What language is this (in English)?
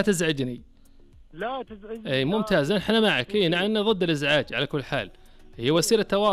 Najdi Arabic